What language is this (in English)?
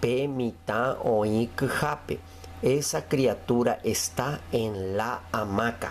Guarani